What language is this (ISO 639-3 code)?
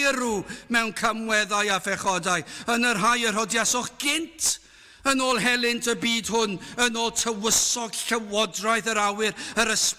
cym